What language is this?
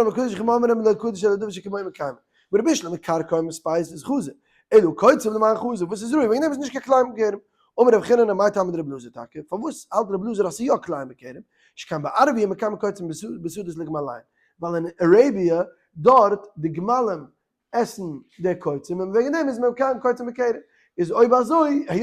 Yiddish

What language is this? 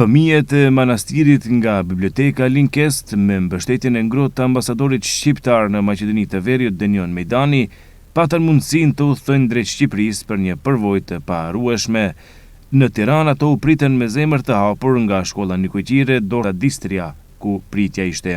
Albanian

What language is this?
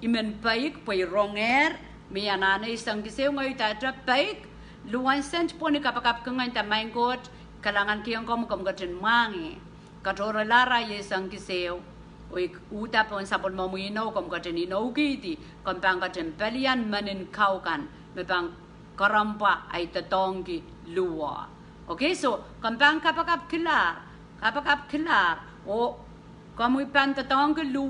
Pohnpeian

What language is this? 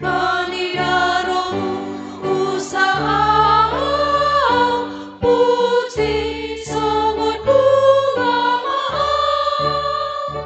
Batak Simalungun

